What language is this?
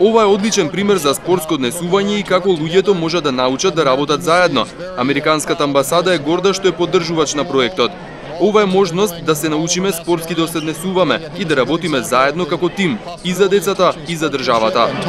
Macedonian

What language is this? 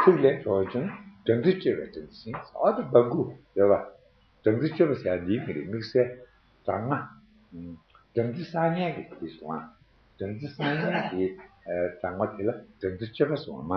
Tibetan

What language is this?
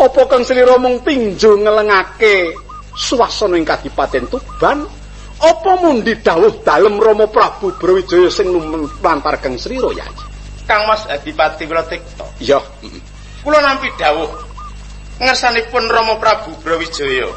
Javanese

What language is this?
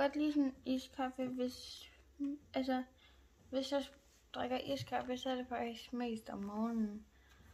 Danish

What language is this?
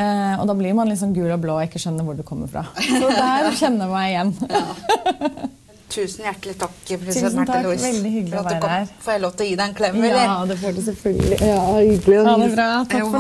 Norwegian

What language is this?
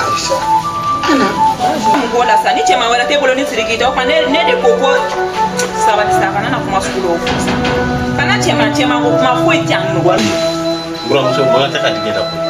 Bambara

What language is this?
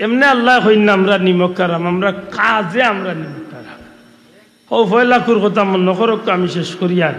Sylheti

